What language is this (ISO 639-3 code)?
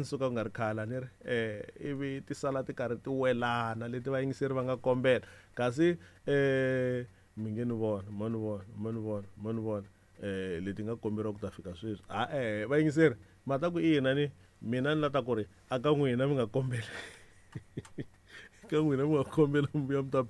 tso